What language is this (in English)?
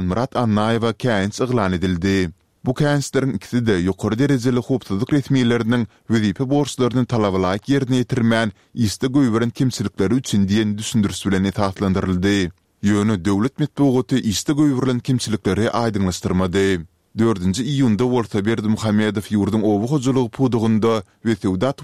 Turkmen